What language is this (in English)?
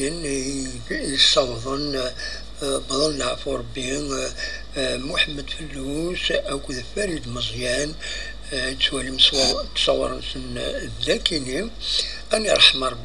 Kabyle